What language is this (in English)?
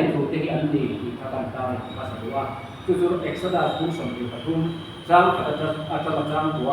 Mizo